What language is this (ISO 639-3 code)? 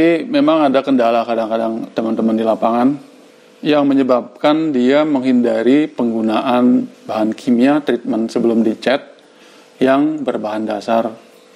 ind